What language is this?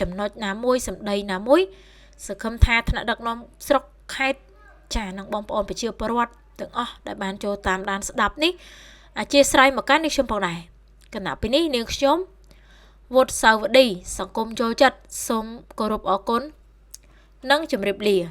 Khmer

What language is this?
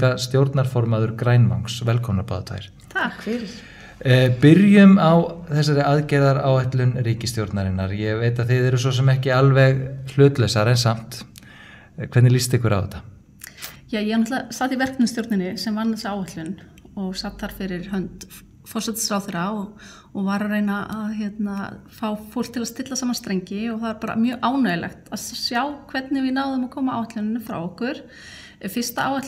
Icelandic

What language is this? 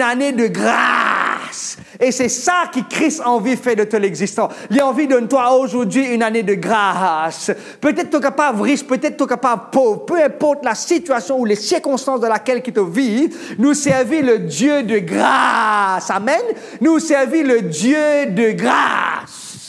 Morisyen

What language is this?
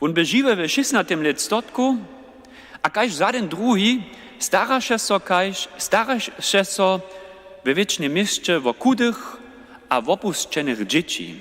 Upper Sorbian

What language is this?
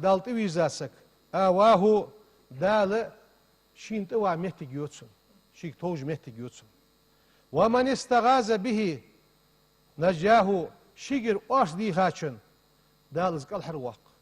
Ingush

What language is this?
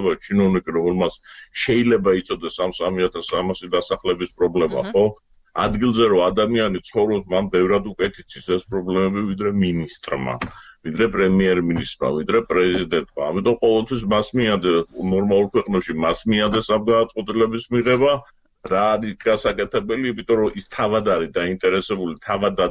Georgian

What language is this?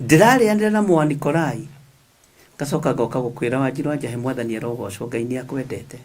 Kikuyu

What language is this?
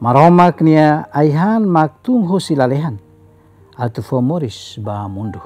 Tetum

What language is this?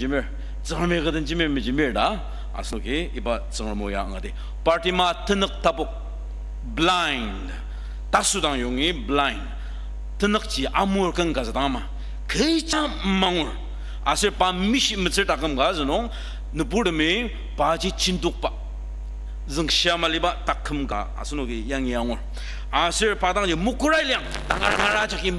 Ao Naga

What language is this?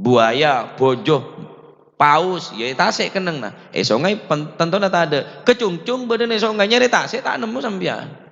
Madurese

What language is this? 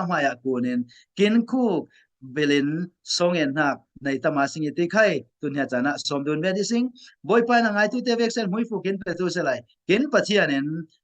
Falam Chin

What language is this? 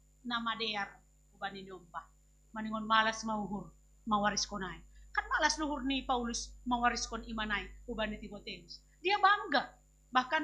Batak Simalungun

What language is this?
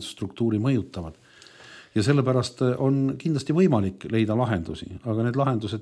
Estonian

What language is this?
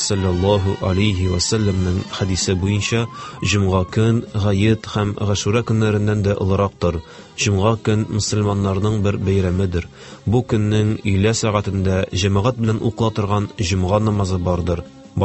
Tatar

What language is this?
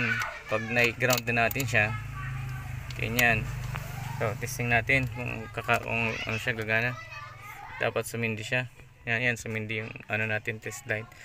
Filipino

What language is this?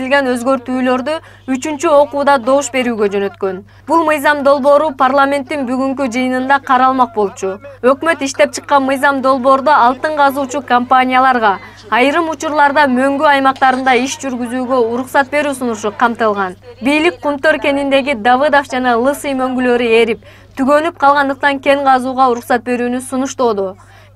Kyrgyz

